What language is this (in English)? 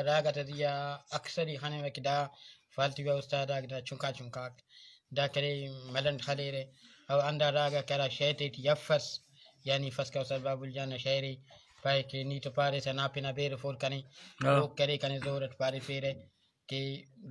Brahui